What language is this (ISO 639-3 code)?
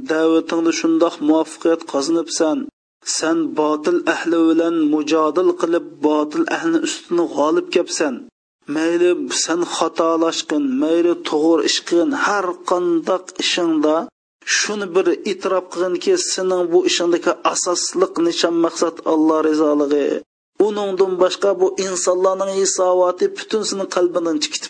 uig